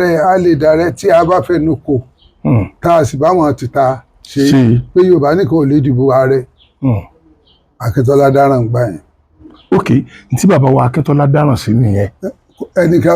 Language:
Yoruba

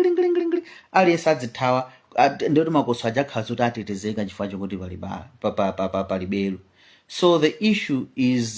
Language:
Nyanja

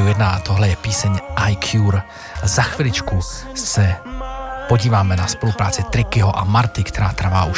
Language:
Czech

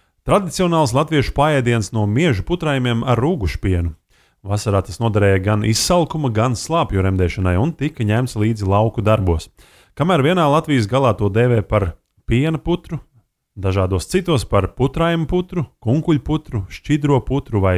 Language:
Latvian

